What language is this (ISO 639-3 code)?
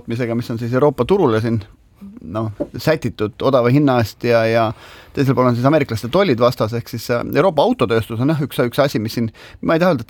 est